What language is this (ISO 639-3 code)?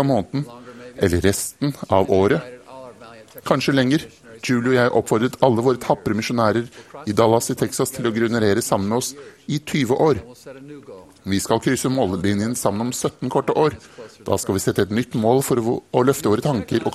nor